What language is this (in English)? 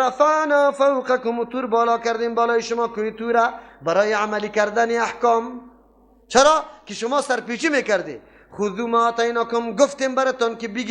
Persian